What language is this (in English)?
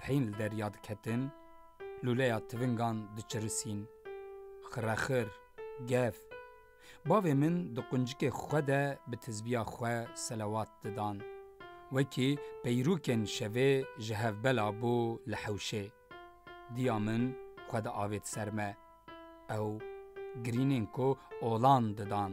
Kurdish